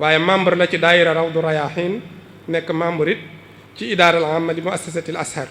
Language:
Wolof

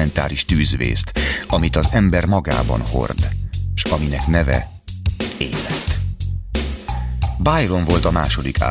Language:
Hungarian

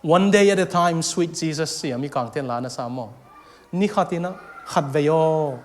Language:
Tedim Chin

